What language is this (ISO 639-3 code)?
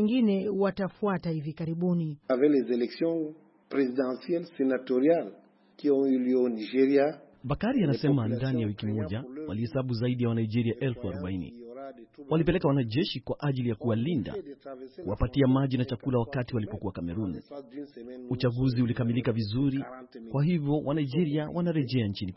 swa